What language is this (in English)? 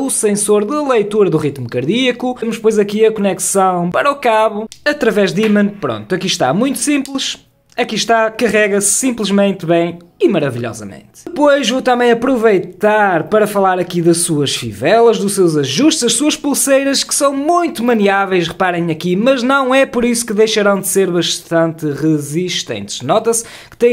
Portuguese